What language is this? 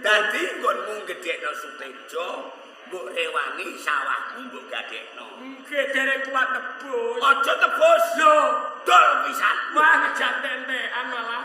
Javanese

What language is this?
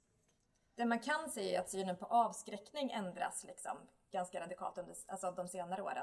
Swedish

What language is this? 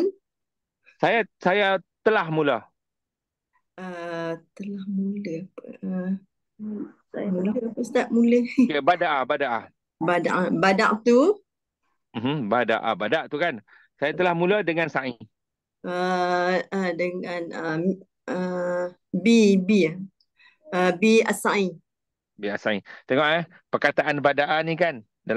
Malay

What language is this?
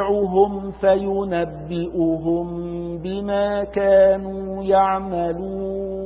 Arabic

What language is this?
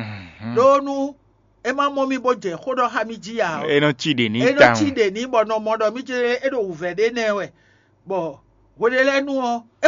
Fon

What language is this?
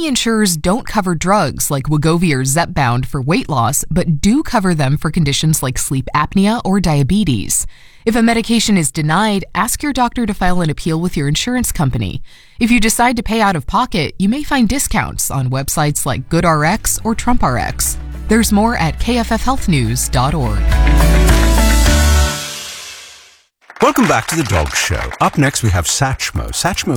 English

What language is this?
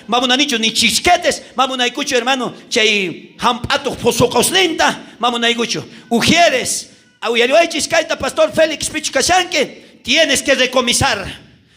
South Bolivian Quechua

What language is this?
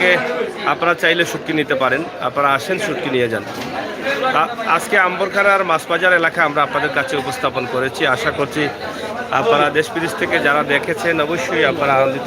Sylheti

